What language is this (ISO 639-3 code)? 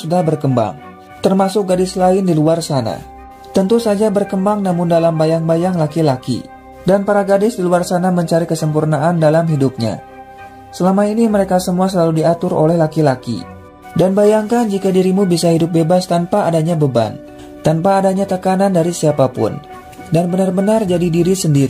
ind